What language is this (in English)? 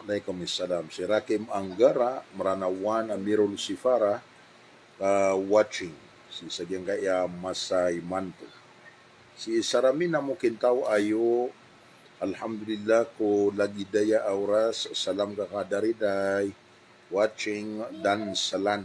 Maranao